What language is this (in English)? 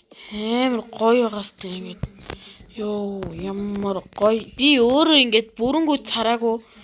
Mongolian